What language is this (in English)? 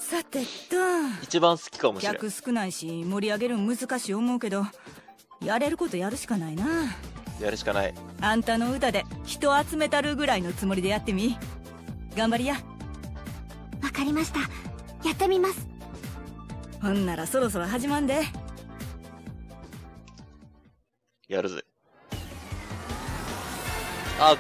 Japanese